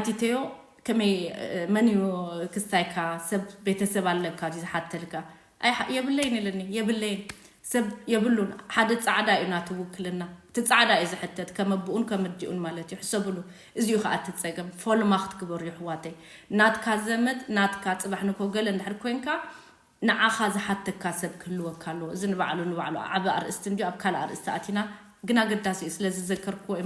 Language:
Tigrinya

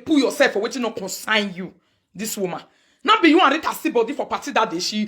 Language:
Nigerian Pidgin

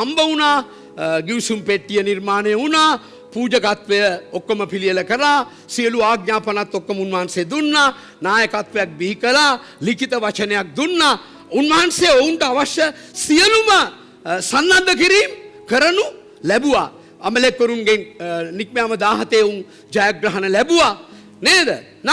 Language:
Sinhala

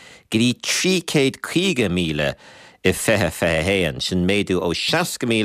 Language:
Irish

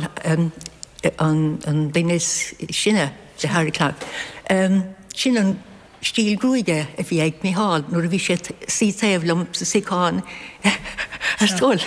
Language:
Irish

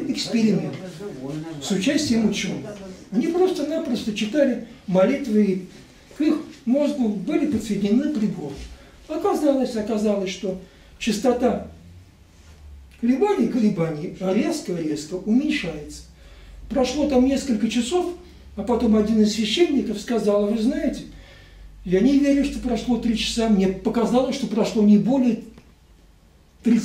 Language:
Russian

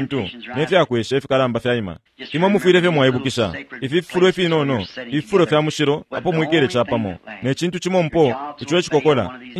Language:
Bemba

